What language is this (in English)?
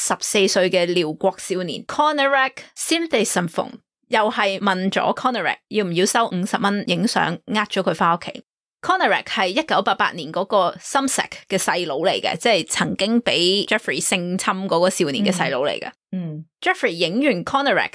Cantonese